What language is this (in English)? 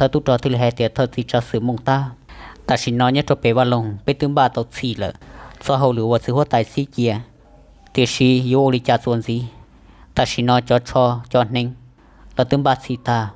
Hmong